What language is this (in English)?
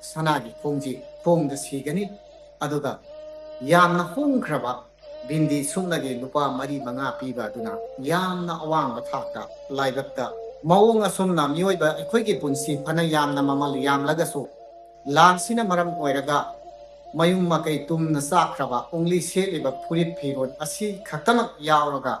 Manipuri